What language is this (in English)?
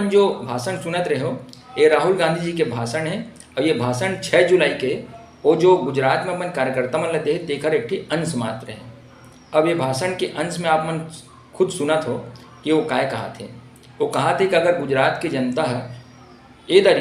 Chhattisgarhi